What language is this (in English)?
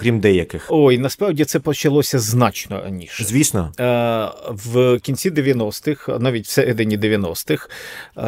Ukrainian